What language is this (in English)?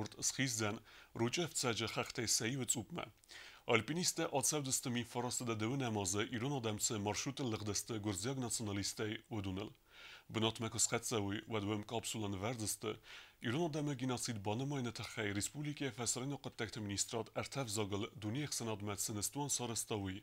Ossetic